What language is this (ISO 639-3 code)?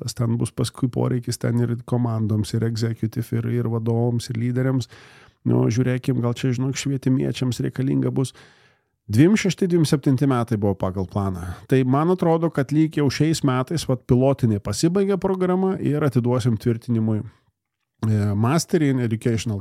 lit